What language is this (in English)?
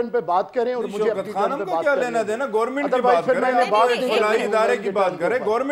Urdu